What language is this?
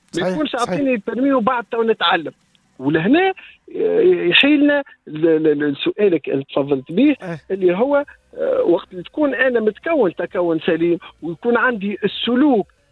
Tunisian Arabic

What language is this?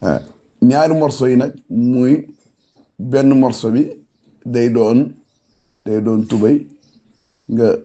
Wolof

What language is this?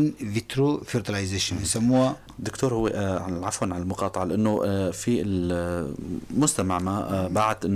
North Levantine Arabic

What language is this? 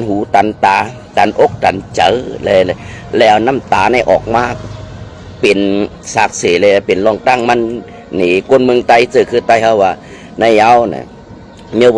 Shan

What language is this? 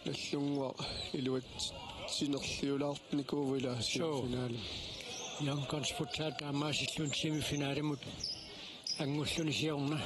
Kalaallisut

